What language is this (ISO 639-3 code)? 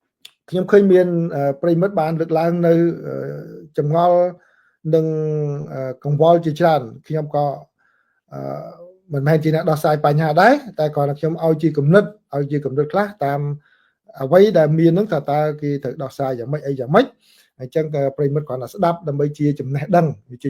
khm